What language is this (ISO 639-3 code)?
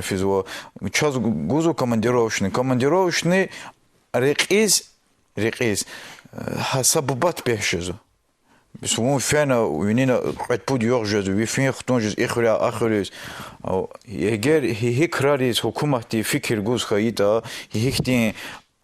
lez